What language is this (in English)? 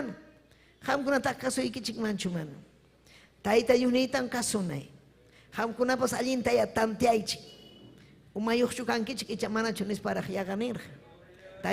Ayacucho Quechua